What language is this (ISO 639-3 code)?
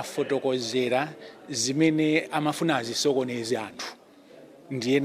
nya